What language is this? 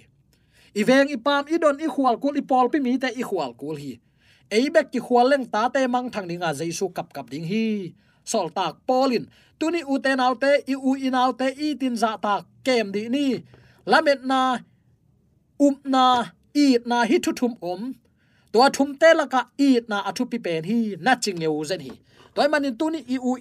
Tedim Chin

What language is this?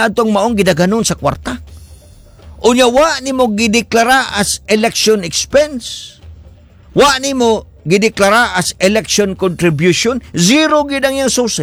Cebuano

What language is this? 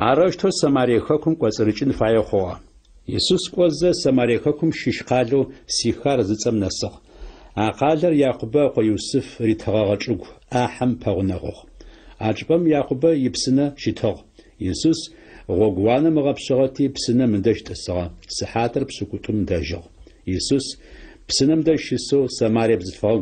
Adyghe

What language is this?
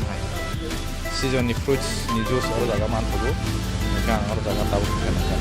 Kok Borok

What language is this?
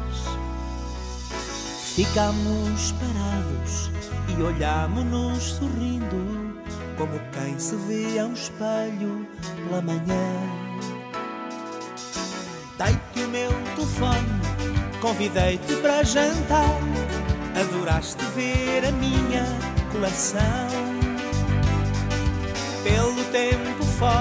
Portuguese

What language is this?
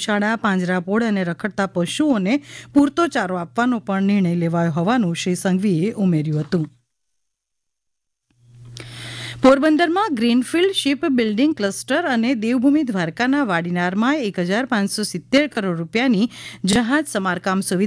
Gujarati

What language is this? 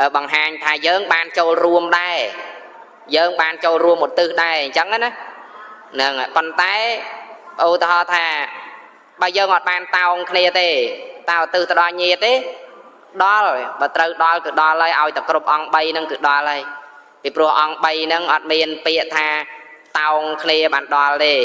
Khmer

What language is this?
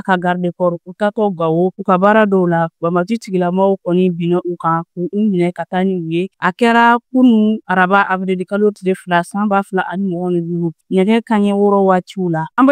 Bambara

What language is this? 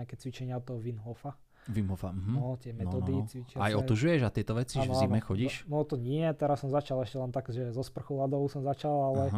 Slovak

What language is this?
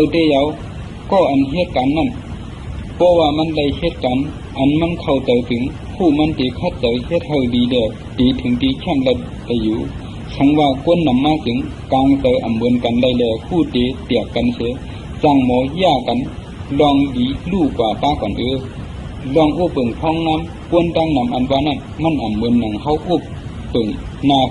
Shan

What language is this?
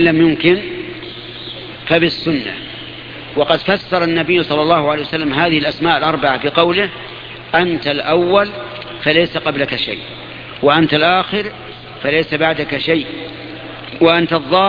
Arabic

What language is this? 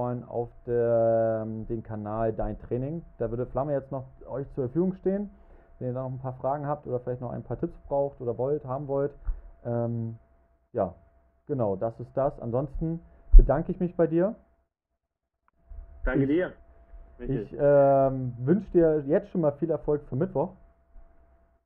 German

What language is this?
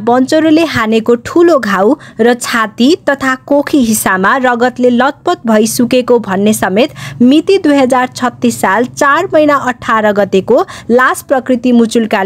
Nepali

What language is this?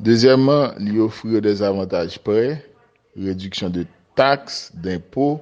Haitian Creole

